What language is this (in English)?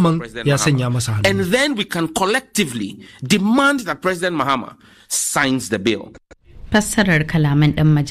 Hausa